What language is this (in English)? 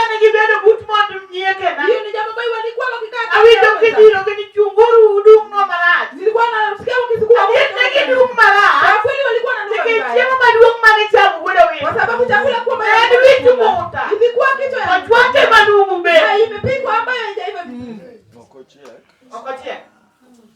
Luo (Kenya and Tanzania)